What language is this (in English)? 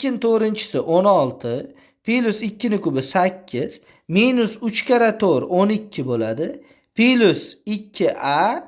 Uzbek